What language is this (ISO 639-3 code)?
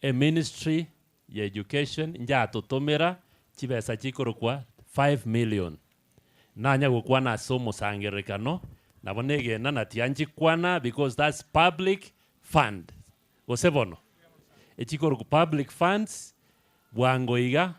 guz